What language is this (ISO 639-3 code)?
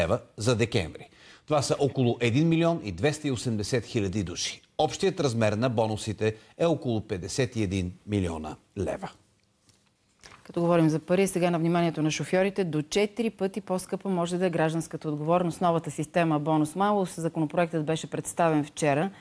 bul